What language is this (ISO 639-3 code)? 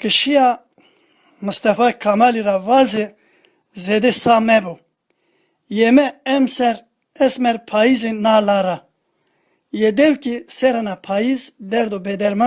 zza